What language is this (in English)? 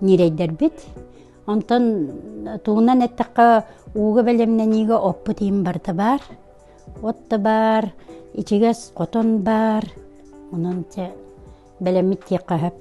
Yakut